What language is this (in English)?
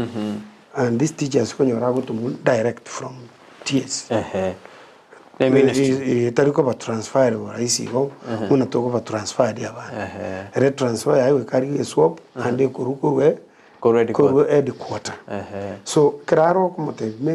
Gusii